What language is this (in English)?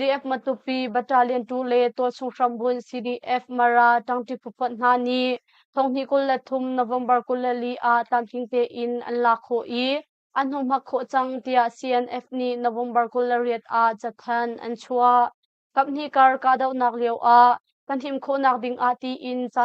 Hakha Chin